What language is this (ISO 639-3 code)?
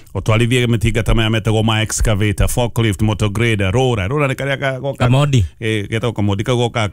kik